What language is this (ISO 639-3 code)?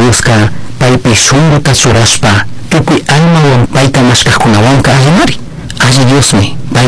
qug